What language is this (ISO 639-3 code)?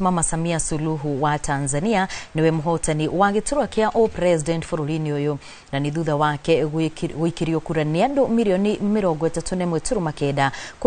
kik